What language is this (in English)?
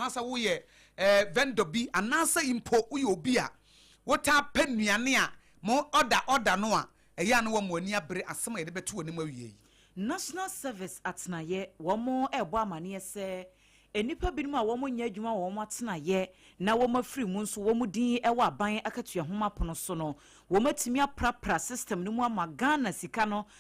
Akan